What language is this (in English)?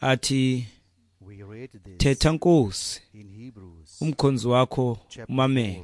Xhosa